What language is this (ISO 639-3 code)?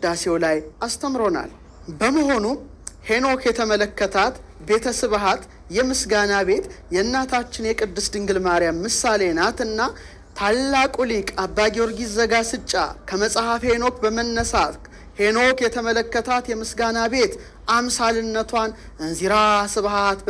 amh